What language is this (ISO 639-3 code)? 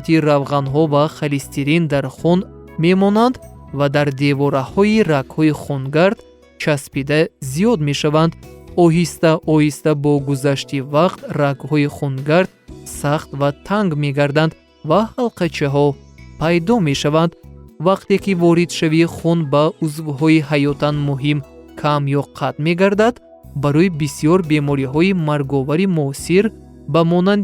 tgk